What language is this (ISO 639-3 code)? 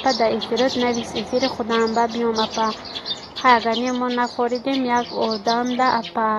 tgk